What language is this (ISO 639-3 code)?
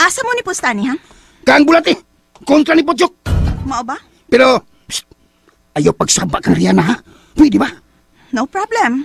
ceb